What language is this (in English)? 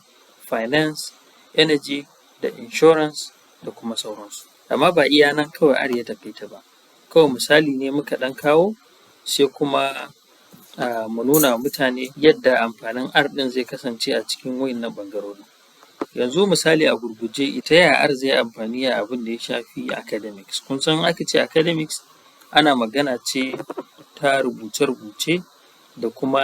Hausa